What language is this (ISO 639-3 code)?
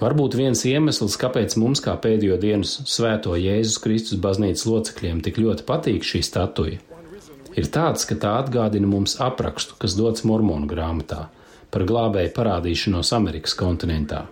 lav